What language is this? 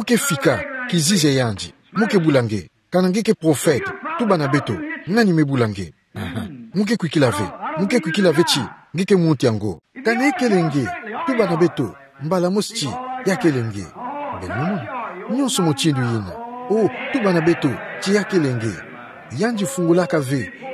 Kituba (Democratic Republic of Congo)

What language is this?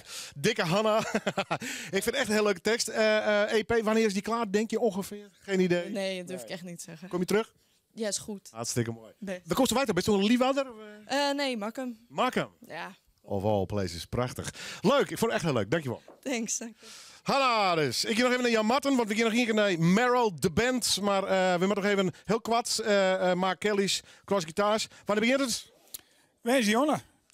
Western Frisian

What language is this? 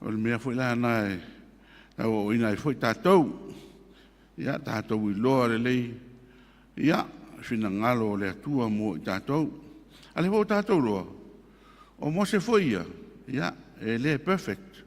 Samoan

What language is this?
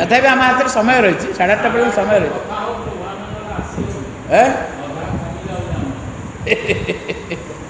Odia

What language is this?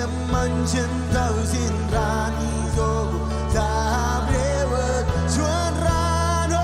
Marshallese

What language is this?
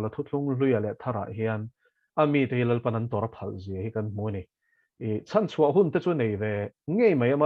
Mizo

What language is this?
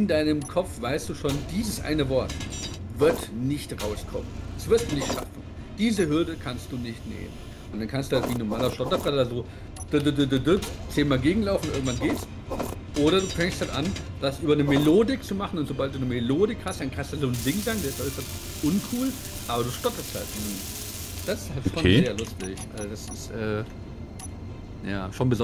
German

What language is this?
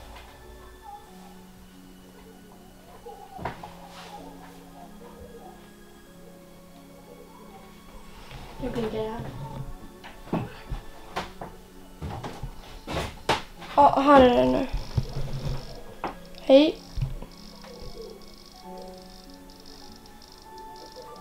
Swedish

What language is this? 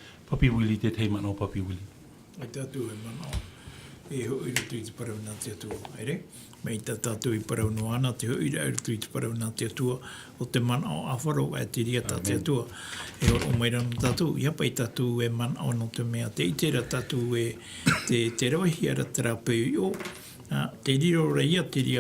Tahitian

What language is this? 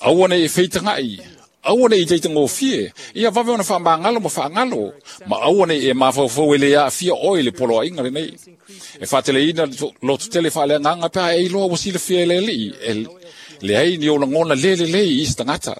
Samoan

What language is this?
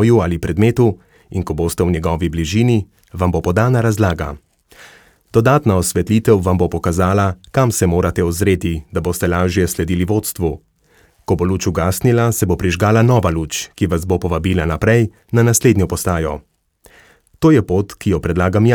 Slovenian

